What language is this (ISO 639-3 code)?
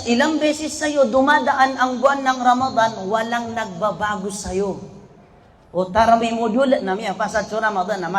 mrw